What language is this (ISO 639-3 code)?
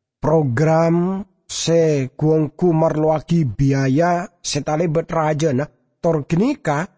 mad